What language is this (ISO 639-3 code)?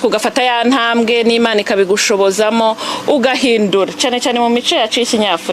kin